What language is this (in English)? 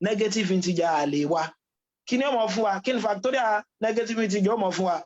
Yoruba